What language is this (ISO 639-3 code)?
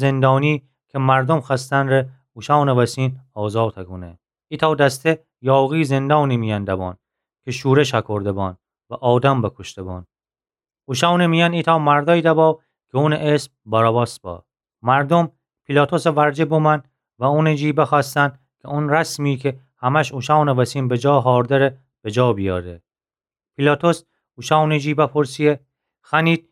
glk